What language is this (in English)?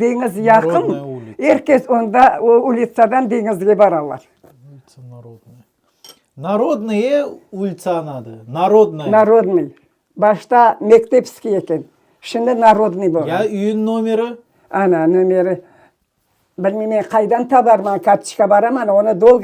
Crimean Tatar